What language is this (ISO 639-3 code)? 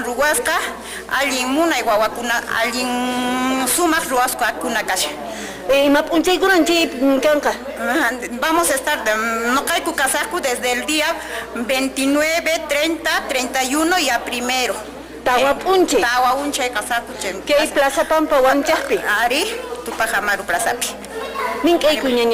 que